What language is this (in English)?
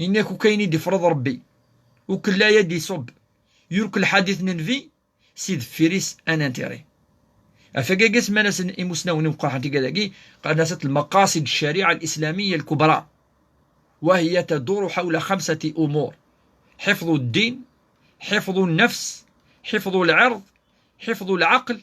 Kabyle